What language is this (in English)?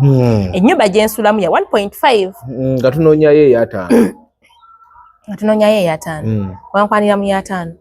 Ganda